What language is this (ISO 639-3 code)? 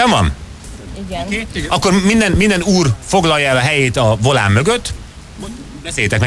hun